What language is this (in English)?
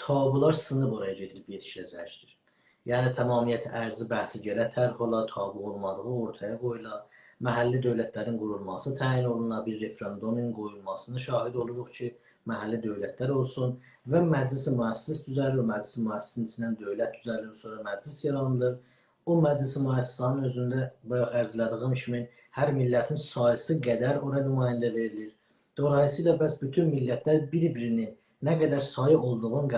South Azerbaijani